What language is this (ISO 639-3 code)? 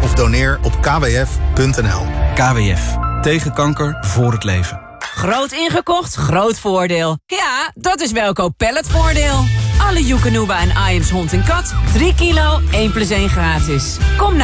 nld